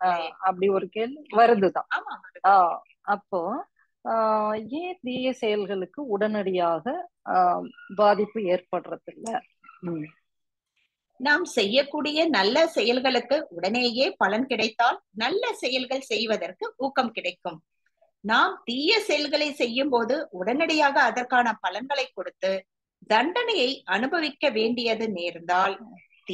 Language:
Tamil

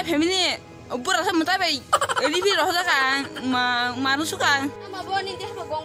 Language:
Kok Borok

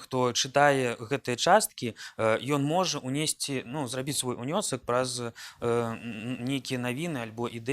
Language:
Belarusian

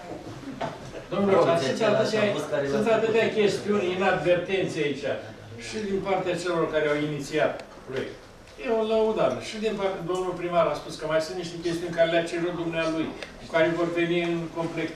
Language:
Romanian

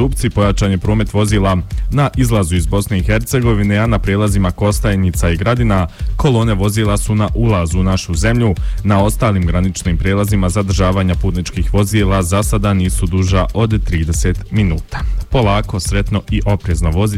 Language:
Bosnian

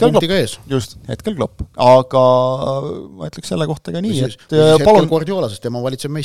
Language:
Estonian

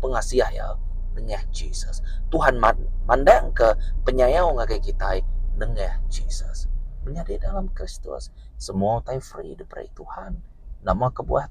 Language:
Iban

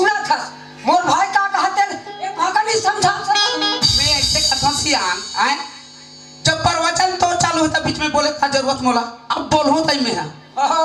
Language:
Chhattisgarhi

